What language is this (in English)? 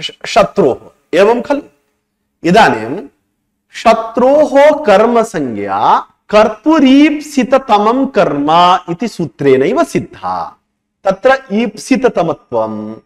Sanskrit